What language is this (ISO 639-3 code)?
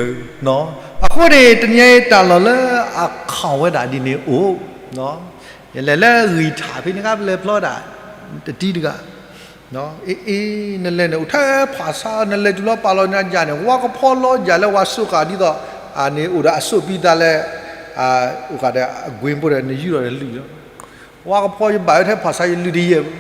ksw